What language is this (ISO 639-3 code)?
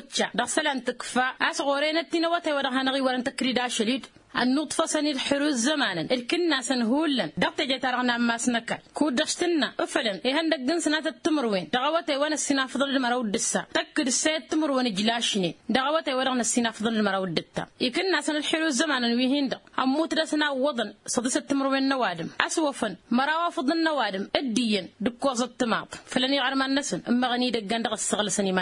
taq